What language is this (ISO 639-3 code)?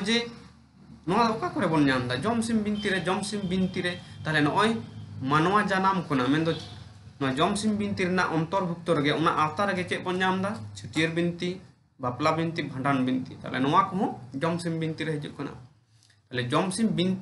sat